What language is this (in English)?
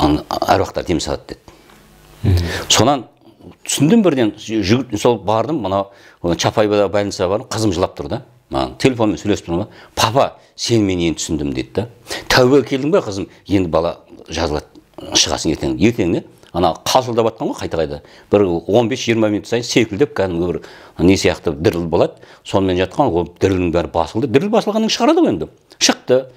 Kazakh